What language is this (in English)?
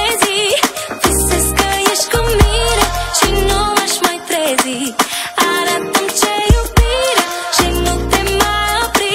Romanian